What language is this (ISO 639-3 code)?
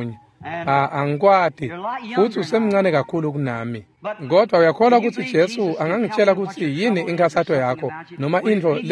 ssw